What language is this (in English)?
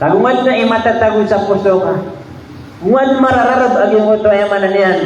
Maranao